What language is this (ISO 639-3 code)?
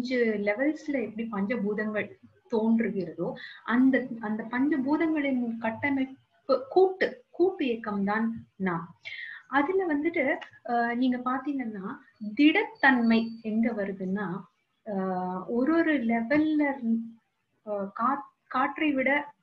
tam